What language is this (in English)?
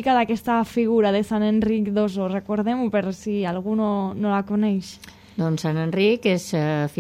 Catalan